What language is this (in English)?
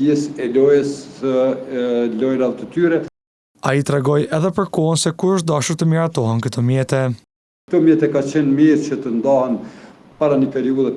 Albanian